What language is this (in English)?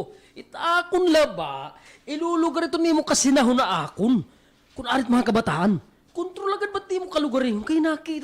Waray